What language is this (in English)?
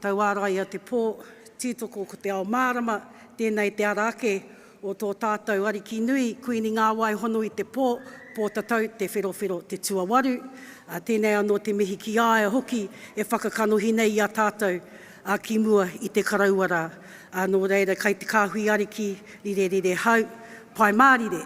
Māori